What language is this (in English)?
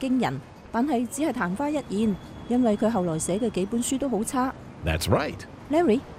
Cantonese